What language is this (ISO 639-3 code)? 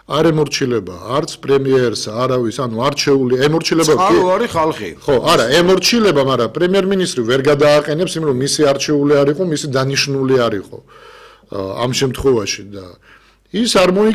kat